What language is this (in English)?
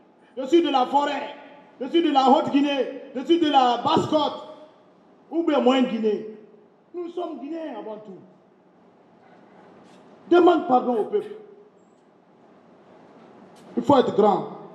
French